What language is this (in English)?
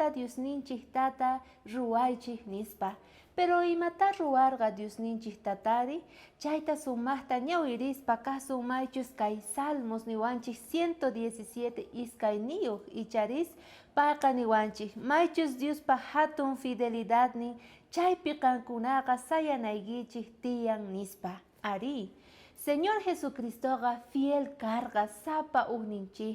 South Bolivian Quechua